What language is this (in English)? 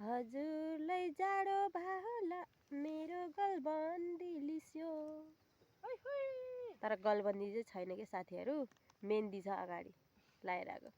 Nepali